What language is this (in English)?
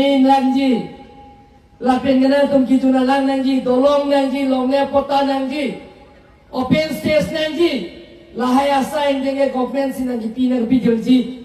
Karbi